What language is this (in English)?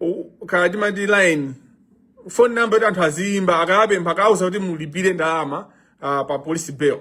Nyanja